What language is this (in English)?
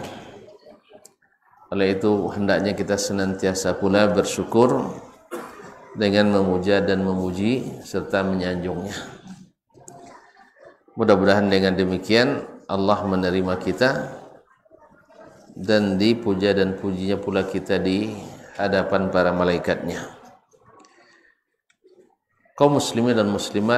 Malay